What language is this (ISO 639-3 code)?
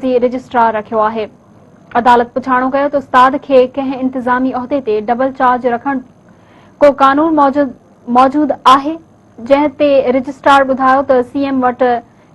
snd